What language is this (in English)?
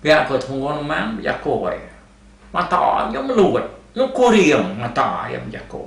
Iban